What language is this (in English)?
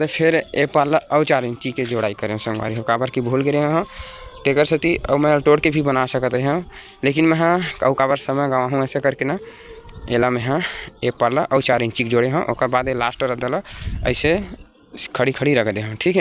Chhattisgarhi